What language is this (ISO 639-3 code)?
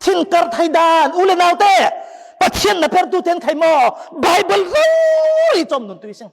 cfm